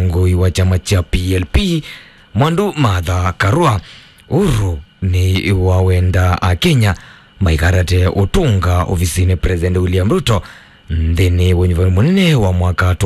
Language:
Kamba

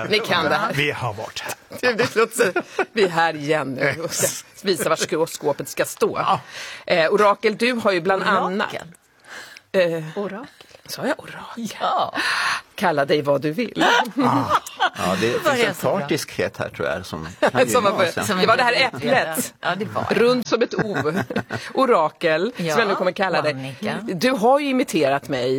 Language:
Swedish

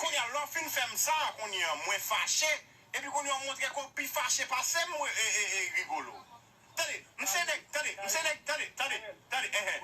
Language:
Haitian Creole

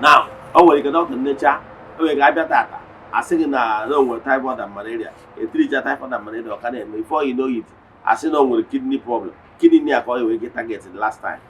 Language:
Igbo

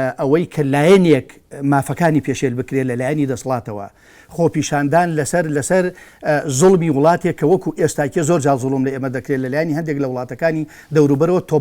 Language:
Central Kurdish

